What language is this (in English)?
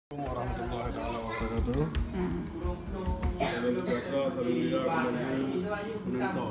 Achinese